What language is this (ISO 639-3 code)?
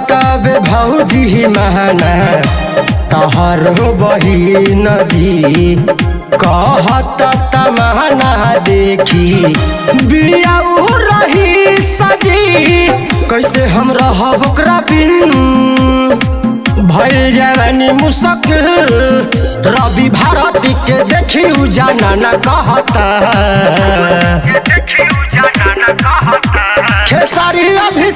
bho